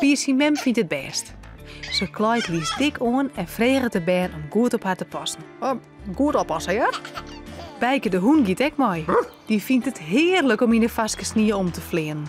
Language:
Western Frisian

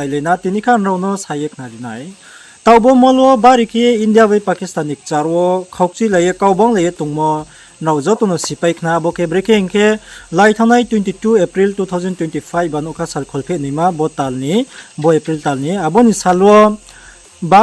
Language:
Riang (India)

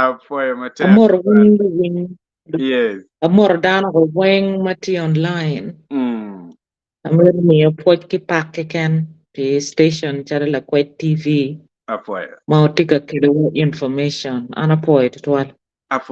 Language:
Acoli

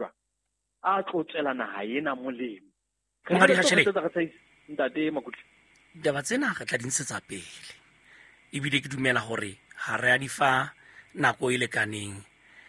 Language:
Southern Sotho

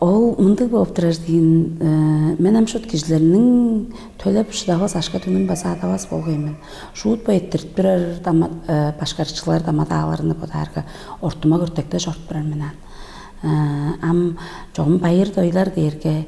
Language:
Tuvinian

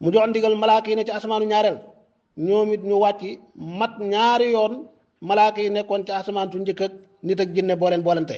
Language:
Wolof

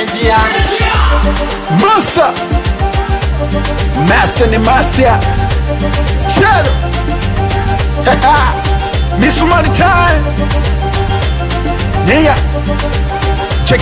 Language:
Swahili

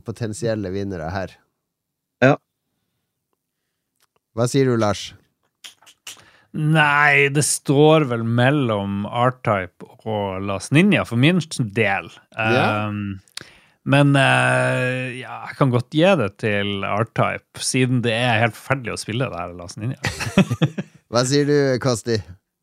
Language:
Norwegian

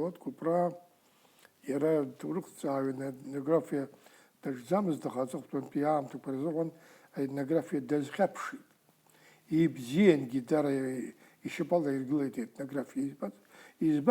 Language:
Abkhazian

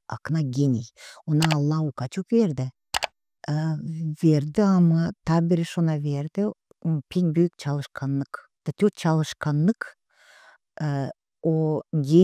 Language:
Gagauz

